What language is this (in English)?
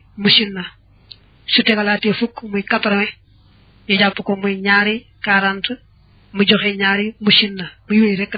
Wolof